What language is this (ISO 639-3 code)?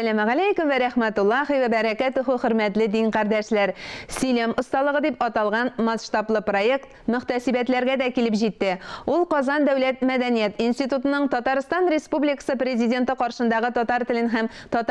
tat